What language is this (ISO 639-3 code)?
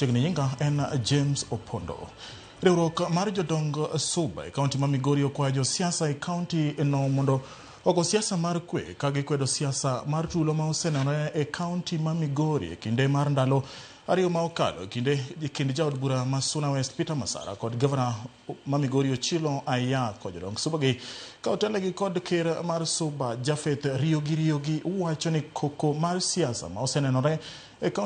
luo